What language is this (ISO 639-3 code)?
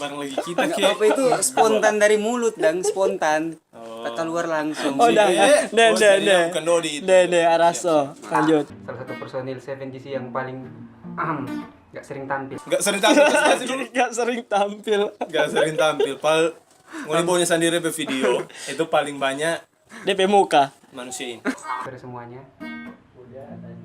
xmm